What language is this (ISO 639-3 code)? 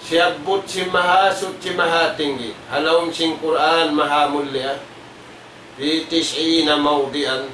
tsg